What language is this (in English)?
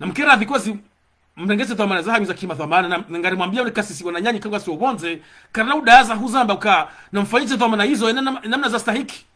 Ngazidja Comorian